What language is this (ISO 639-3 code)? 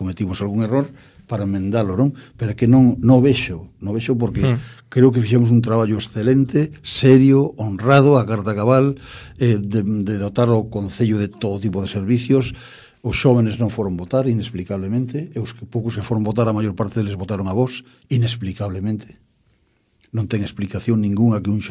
glg